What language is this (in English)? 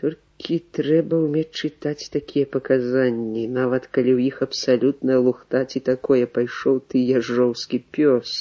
Belarusian